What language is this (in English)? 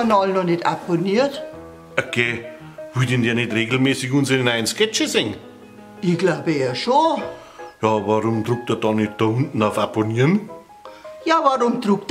Bavarian